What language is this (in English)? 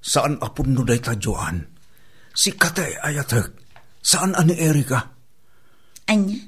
Iloko